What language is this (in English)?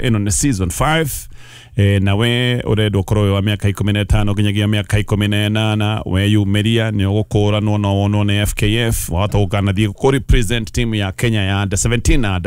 Kikuyu